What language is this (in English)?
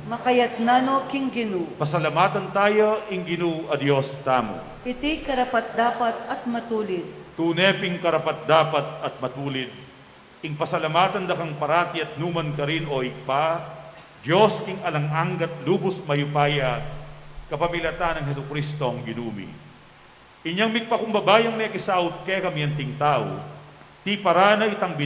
Pampanga